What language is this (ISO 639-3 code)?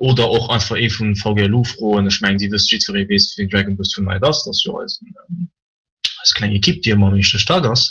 ltz